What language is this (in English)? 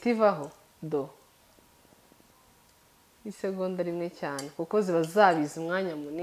Kinyarwanda